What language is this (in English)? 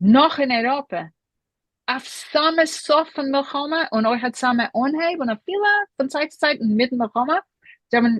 Yiddish